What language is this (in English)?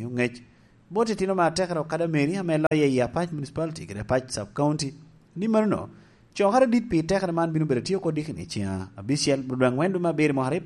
Lango (Uganda)